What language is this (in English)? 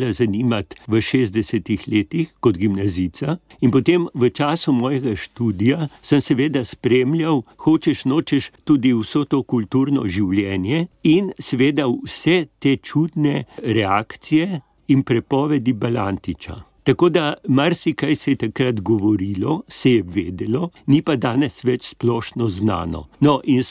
Slovenian